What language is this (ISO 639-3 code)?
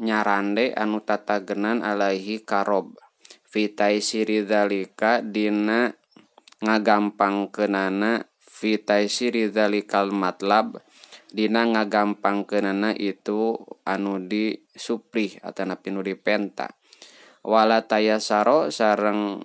sun